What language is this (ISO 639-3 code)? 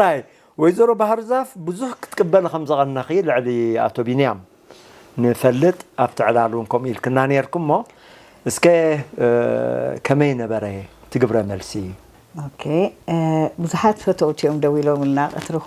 tir